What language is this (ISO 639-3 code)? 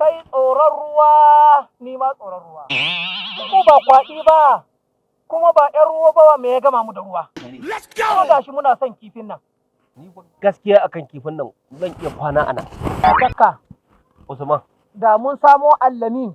hau